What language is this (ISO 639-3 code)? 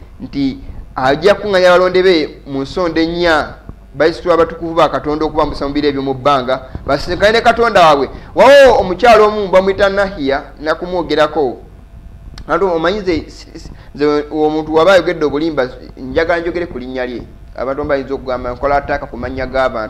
lug